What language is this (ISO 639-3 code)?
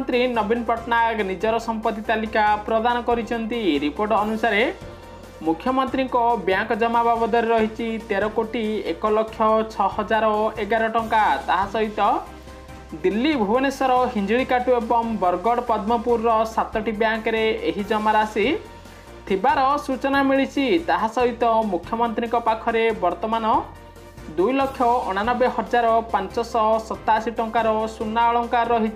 ori